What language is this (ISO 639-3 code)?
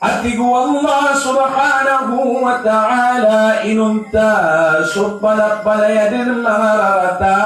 mrw